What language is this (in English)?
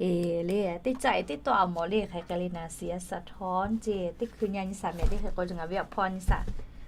Lahu